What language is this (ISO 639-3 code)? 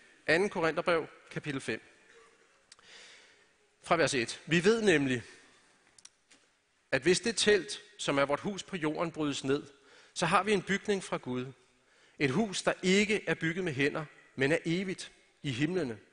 dan